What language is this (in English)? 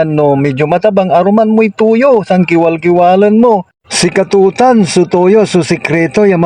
Pangasinan